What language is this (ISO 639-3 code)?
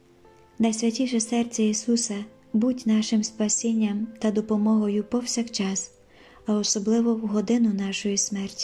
ukr